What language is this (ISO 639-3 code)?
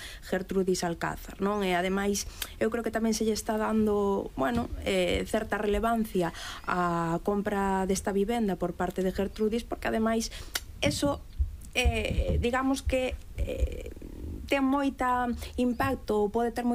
glg